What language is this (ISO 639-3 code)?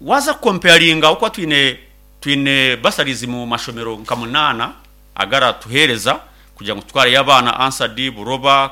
nyn